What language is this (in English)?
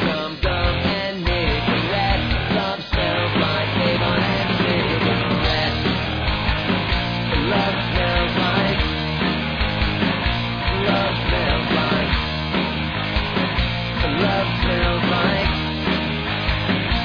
English